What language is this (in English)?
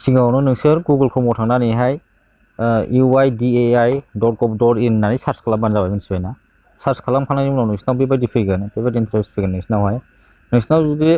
Bodo